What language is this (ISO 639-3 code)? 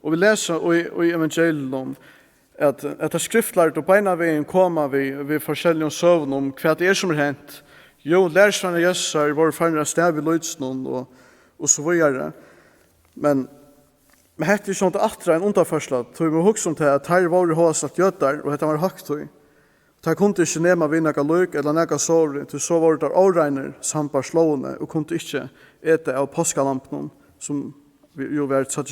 fao